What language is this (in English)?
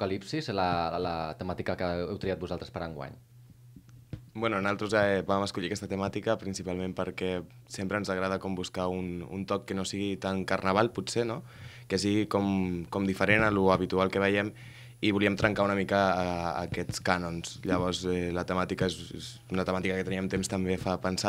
Catalan